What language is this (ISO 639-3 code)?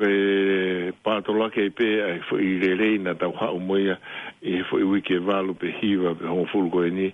ton